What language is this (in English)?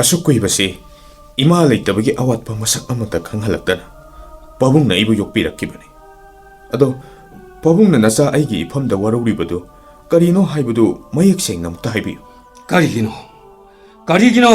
Manipuri